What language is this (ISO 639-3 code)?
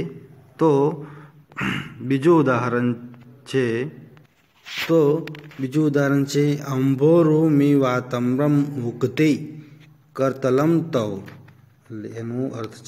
guj